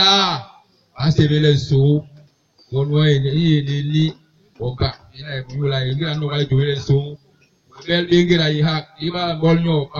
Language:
Basaa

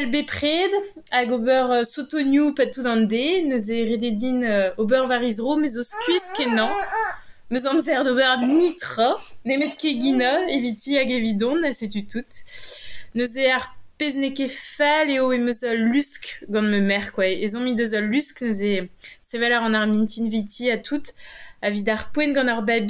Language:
Breton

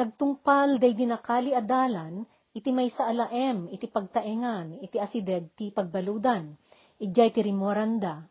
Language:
Iloko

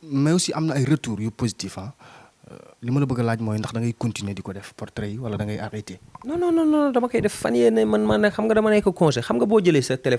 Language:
Wolof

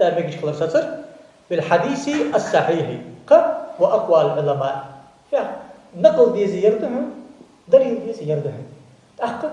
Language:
Ingush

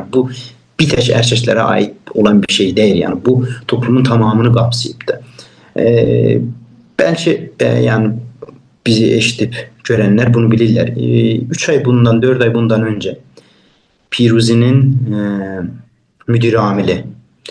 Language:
South Azerbaijani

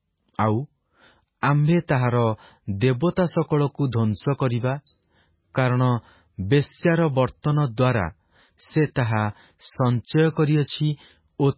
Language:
Odia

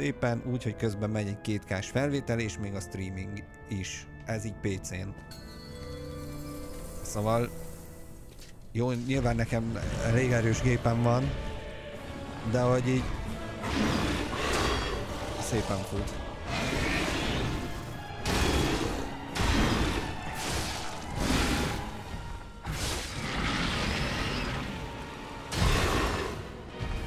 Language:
Hungarian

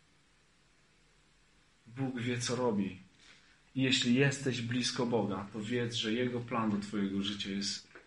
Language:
Polish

